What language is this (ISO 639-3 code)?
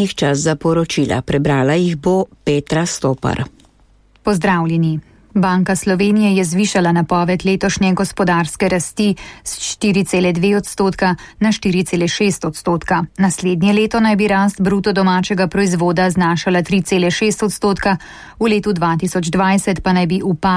slv